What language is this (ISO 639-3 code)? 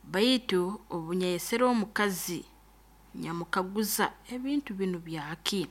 nyo